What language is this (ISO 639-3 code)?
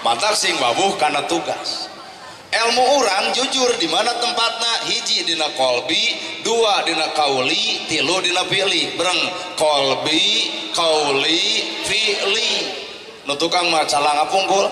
sun